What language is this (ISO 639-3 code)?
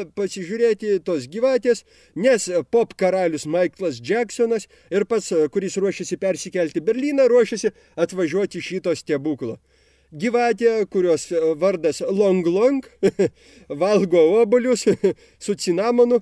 lit